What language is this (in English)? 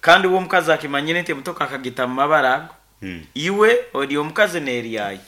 Nyankole